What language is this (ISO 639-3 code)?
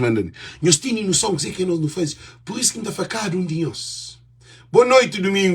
kea